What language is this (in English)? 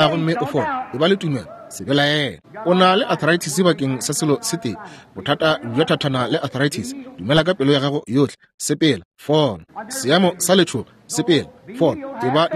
Northern Sotho